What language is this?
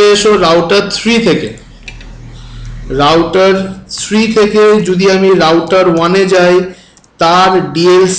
Bangla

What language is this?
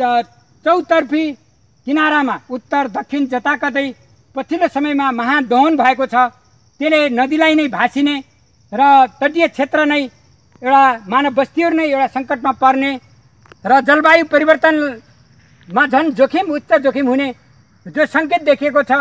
Nepali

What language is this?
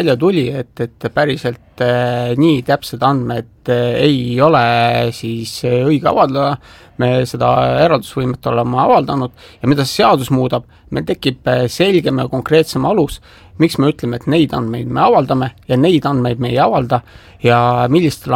Estonian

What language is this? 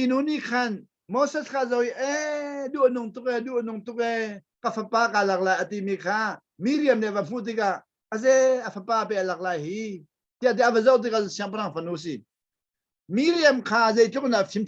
Hakha Chin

